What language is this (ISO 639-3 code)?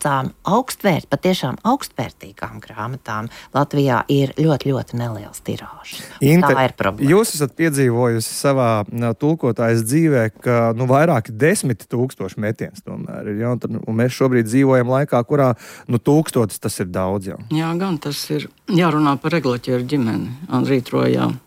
lav